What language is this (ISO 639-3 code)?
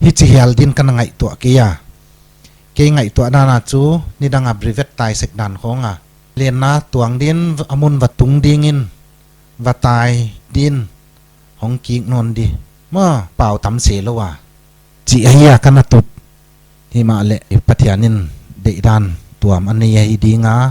pck